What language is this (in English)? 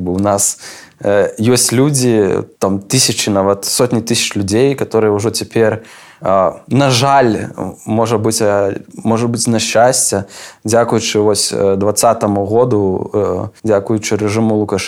Belarusian